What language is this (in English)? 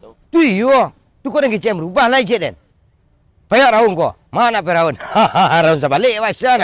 Minangkabau